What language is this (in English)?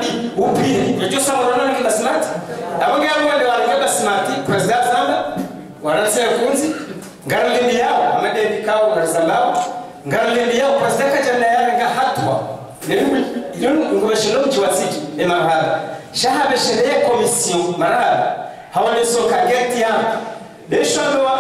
Swahili